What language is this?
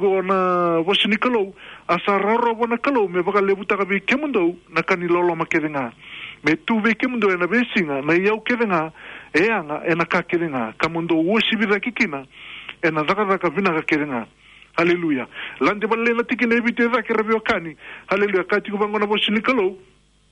Fijian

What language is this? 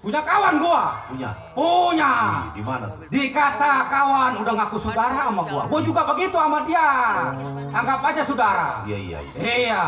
Betawi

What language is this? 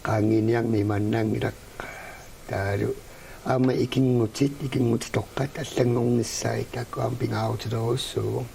Kalaallisut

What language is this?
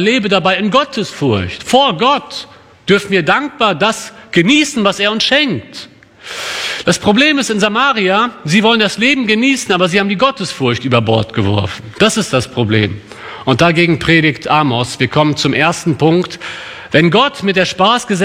German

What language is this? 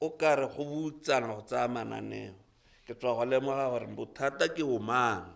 Tswana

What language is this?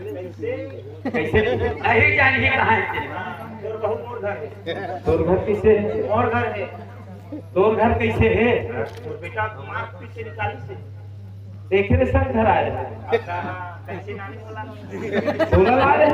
Chhattisgarhi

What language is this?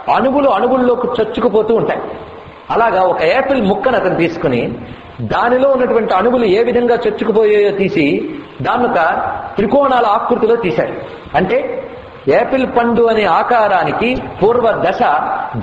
Telugu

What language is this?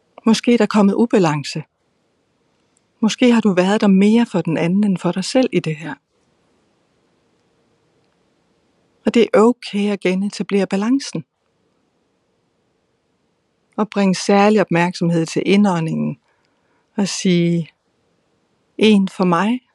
Danish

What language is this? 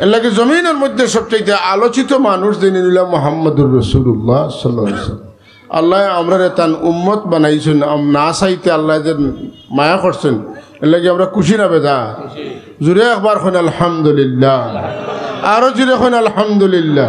Sylheti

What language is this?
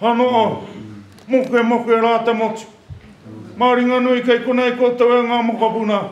Māori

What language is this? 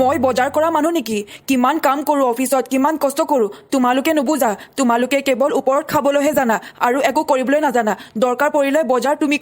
Assamese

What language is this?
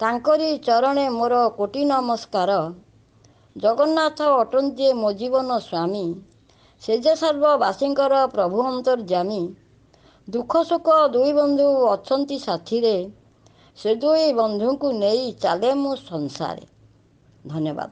Odia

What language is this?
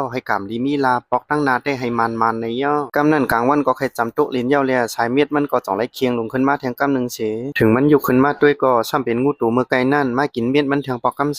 Shan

